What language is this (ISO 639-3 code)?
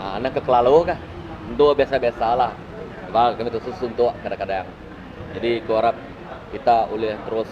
iba